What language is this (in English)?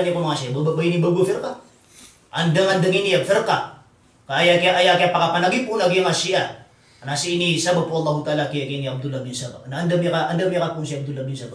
Maranao